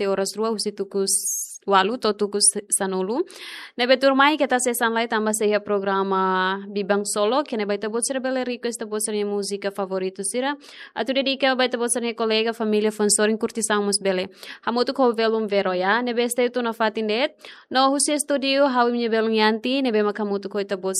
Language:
Tetum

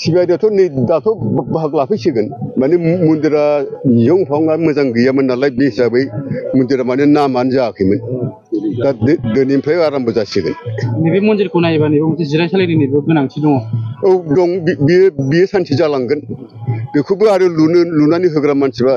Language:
Bodo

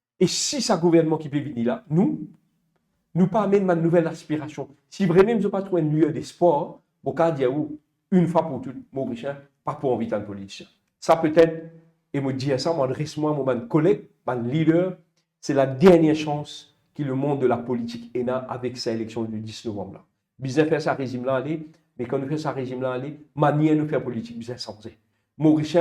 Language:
Morisyen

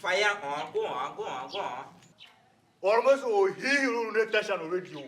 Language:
Tiv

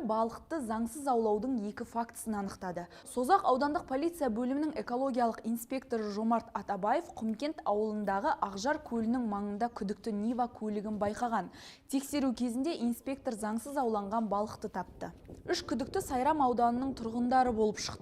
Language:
Kazakh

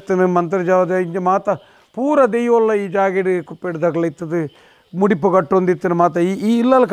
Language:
Tulu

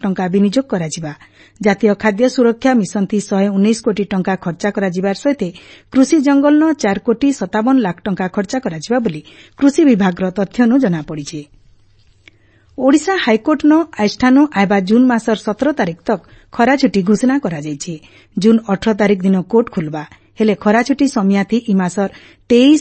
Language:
Odia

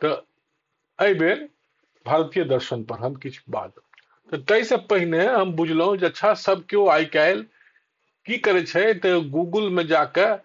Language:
Maithili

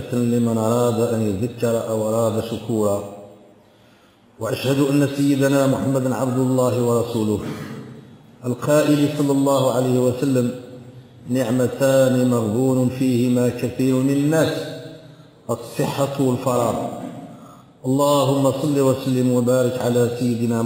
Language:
Moroccan Arabic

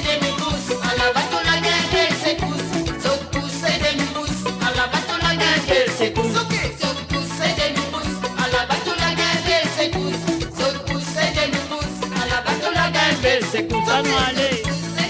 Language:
Morisyen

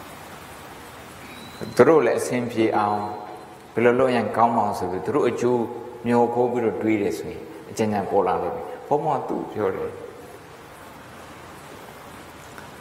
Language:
Burmese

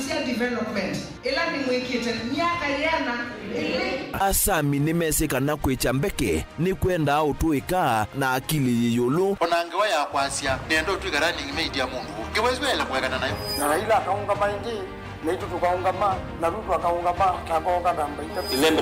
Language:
Kamba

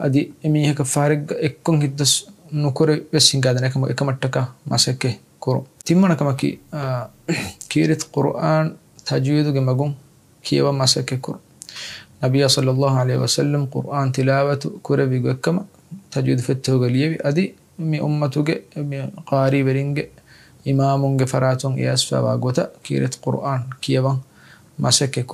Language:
Divehi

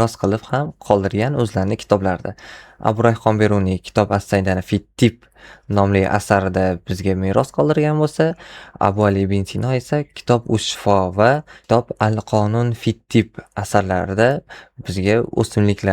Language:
Uzbek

